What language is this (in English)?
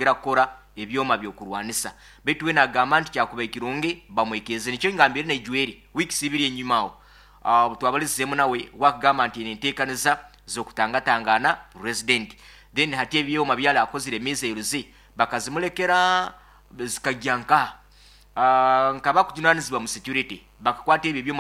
Nyoro